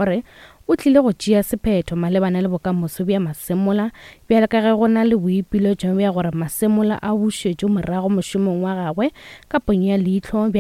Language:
Northern Sotho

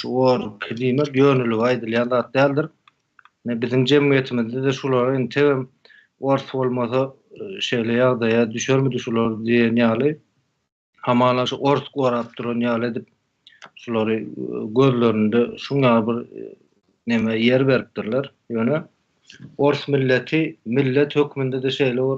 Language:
Turkmen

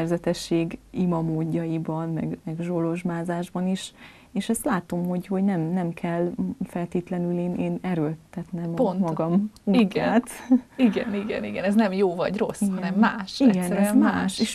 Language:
Hungarian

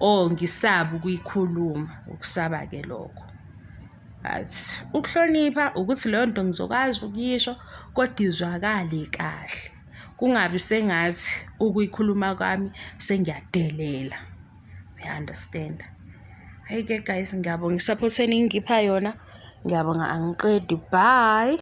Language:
Zulu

